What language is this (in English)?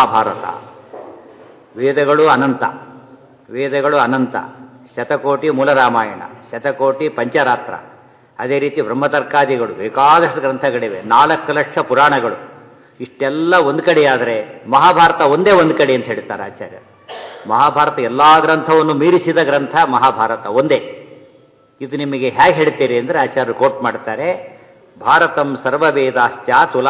Kannada